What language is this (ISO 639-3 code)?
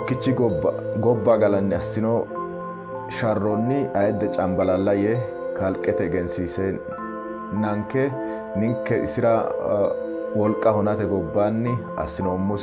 sid